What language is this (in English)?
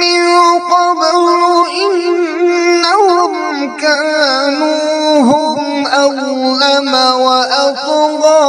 Kashmiri